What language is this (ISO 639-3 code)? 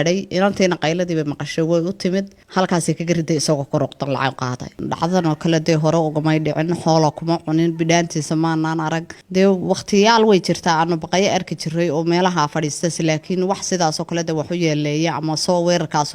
som